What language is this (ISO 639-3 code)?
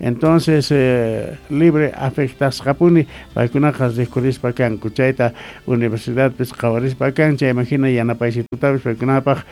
quh